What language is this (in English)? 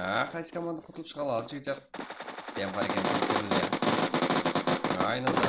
Kara-Kalpak